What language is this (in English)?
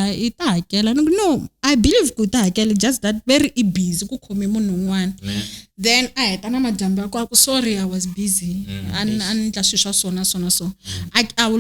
Tsonga